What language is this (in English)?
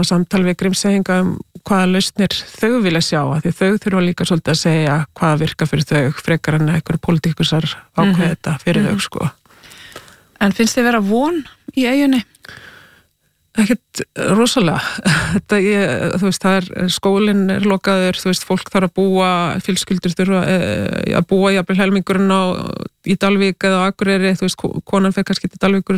Icelandic